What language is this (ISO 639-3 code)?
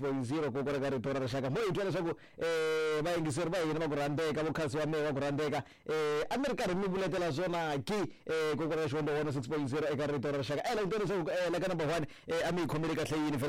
tso